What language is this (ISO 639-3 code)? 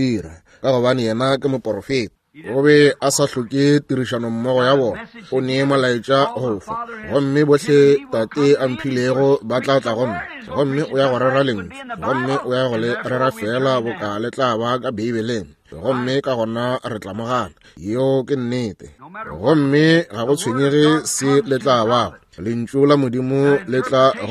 nso